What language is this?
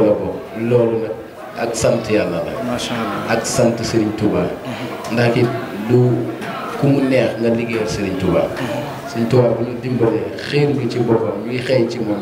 Wolof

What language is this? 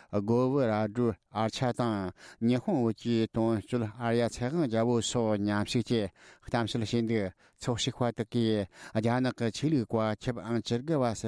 Tibetan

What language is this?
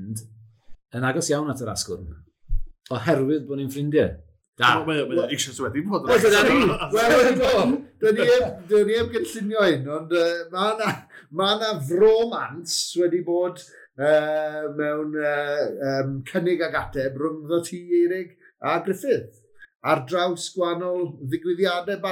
Welsh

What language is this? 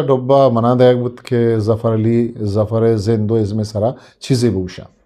Eastern Balochi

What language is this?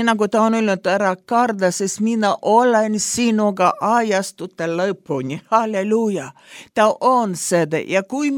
Estonian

